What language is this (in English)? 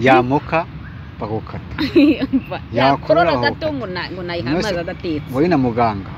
Kinyarwanda